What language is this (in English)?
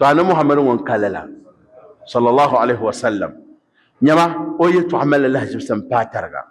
Dagbani